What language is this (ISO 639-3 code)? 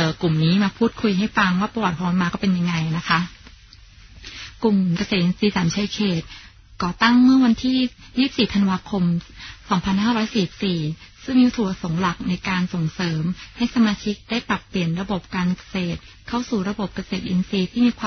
tha